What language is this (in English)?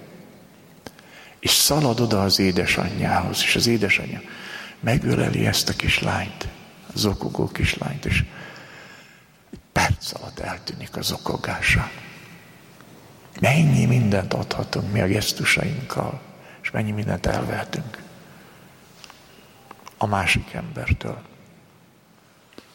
Hungarian